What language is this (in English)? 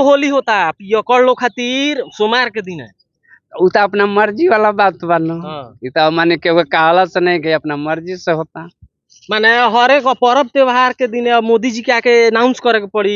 Bhojpuri